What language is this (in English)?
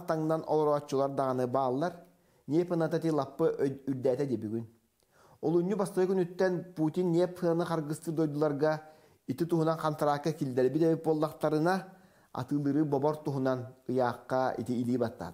Yakut